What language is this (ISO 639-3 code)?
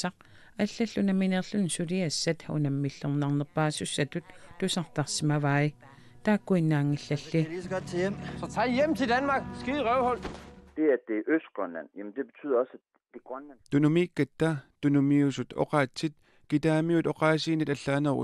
kal